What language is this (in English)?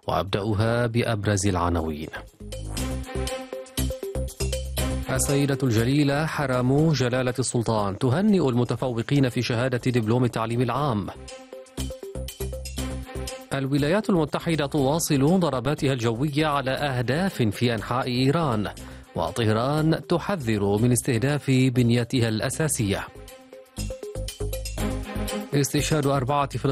Arabic